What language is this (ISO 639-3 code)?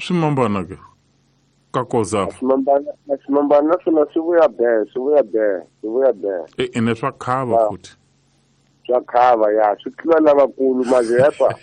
tso